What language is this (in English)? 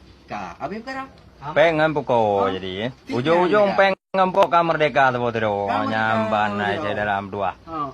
Achinese